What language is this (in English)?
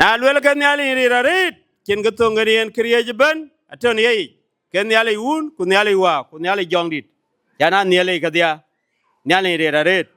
Dinka